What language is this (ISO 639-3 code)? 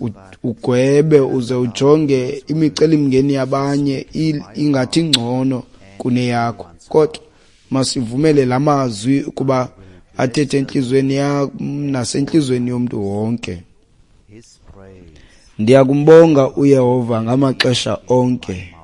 xho